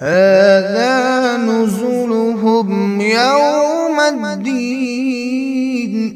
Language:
Kashmiri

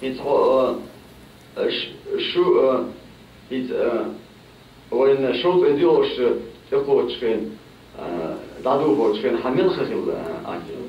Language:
Chechen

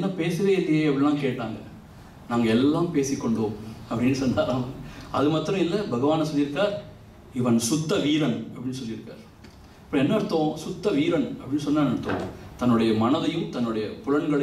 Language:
Tamil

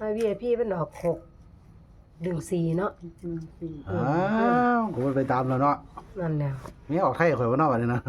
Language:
Northeastern Thai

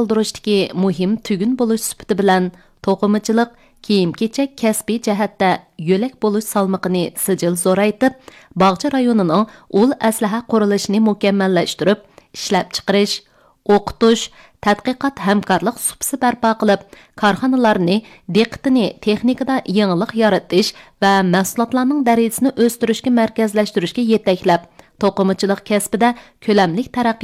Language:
Uyghur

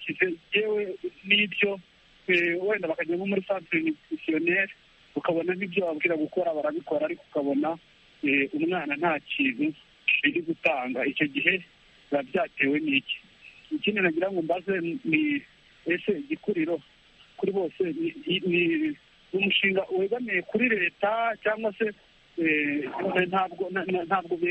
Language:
Kinyarwanda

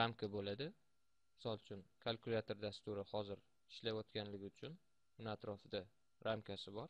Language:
Uzbek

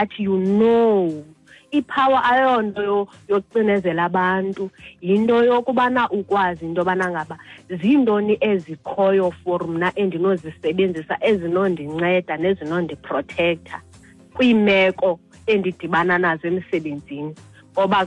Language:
Xhosa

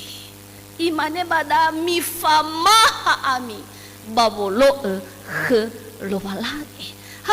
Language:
Nias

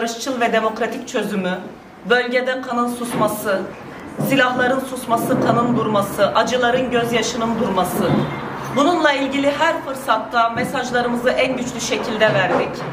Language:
Turkish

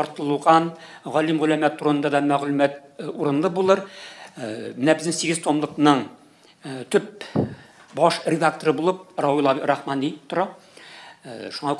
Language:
Tatar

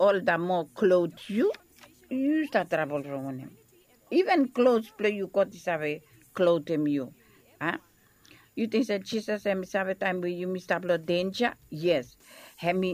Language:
Bislama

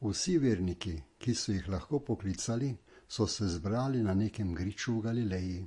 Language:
Slovenian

